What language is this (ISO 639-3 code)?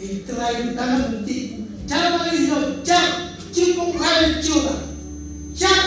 mah